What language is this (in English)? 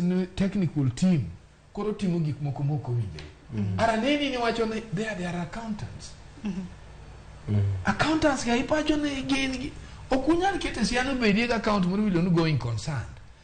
Luo (Kenya and Tanzania)